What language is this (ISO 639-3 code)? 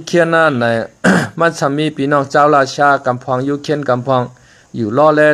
shn